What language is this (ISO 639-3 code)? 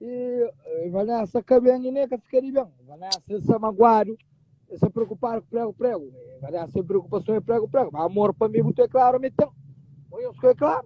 kea